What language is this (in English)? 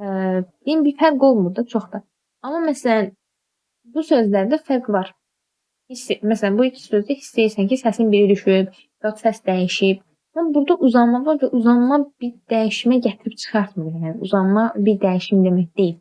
Azerbaijani